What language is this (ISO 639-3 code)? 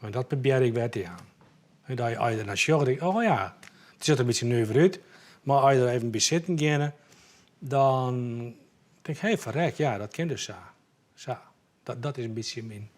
fry